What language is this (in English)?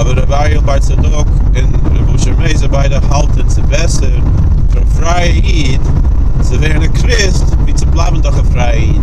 Yiddish